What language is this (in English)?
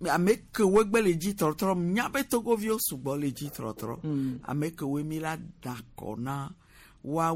Gen